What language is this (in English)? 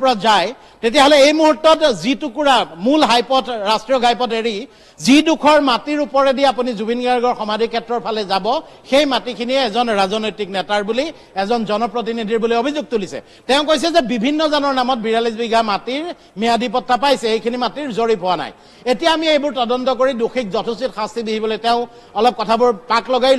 Assamese